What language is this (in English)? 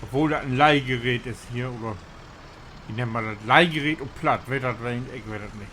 Low German